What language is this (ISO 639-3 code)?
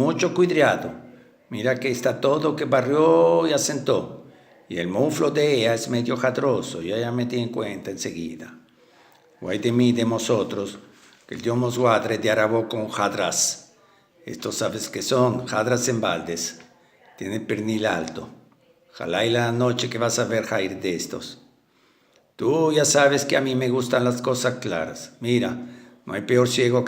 lad